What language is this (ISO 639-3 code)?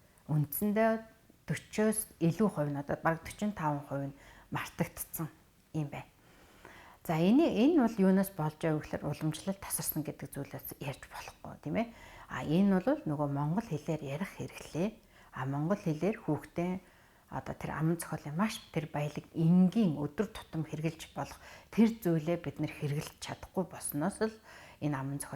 mon